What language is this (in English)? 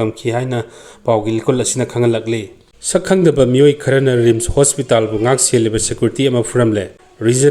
Manipuri